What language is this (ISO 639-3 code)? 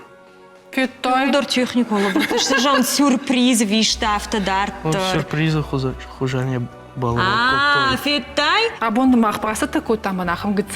oss